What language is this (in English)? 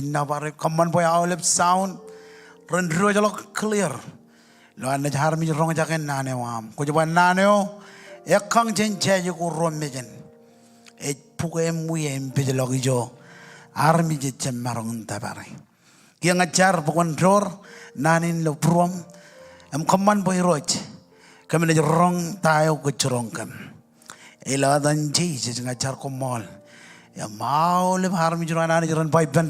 Marshallese